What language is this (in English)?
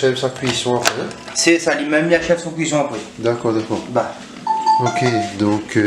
Réunion Creole French